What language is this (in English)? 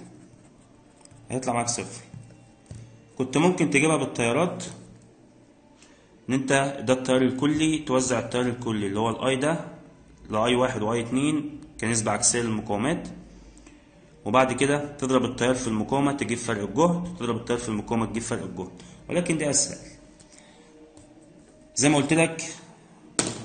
Egyptian Arabic